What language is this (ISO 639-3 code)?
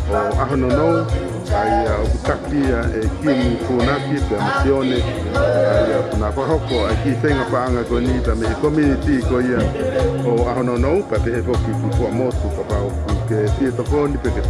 ton